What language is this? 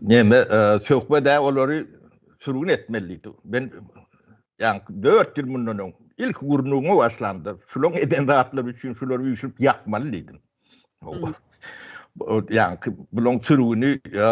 Turkmen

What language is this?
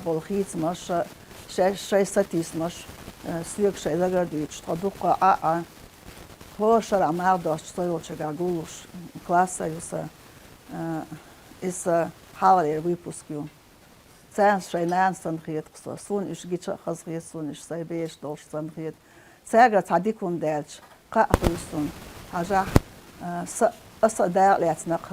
Chechen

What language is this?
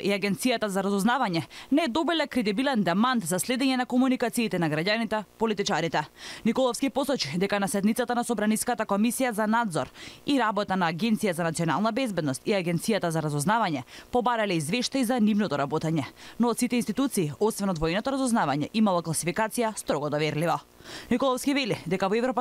Macedonian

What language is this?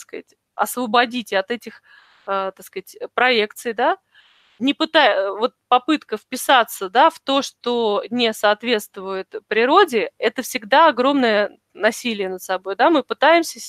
Russian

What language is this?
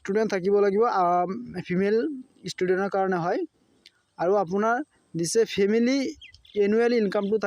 Assamese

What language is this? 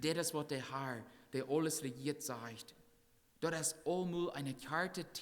Plautdietsch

